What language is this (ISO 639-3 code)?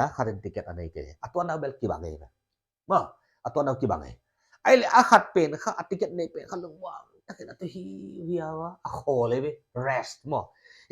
pck